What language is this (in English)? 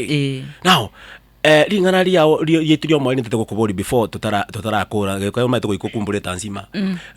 Gusii